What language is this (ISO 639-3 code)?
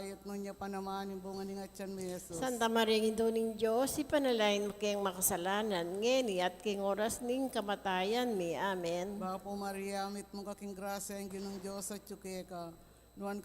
pam